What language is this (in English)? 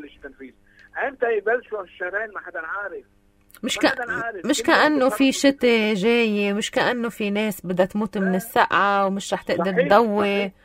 North Levantine Arabic